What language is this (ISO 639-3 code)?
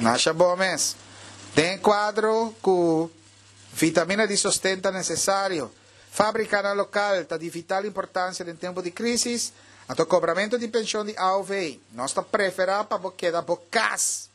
pap